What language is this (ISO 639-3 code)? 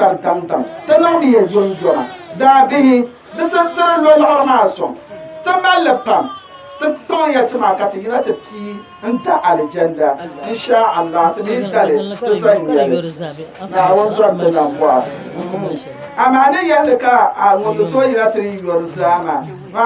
dag